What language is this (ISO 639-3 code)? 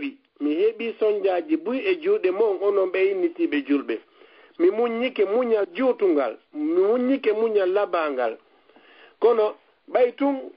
ful